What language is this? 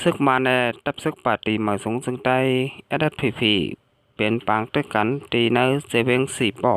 Shan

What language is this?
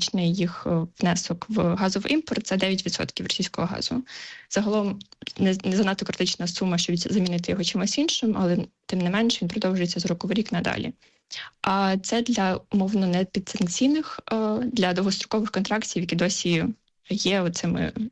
Ukrainian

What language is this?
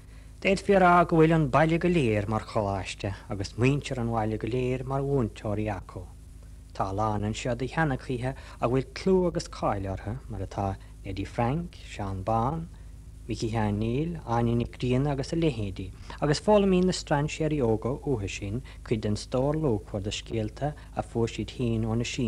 Irish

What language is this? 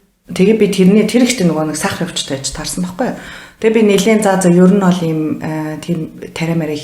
Mongolian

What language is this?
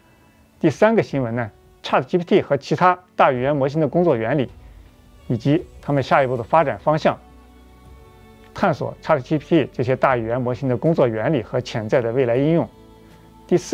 Chinese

